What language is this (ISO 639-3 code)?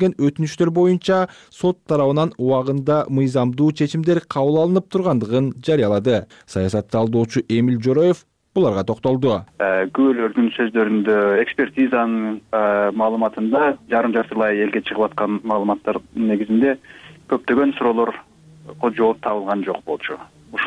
kir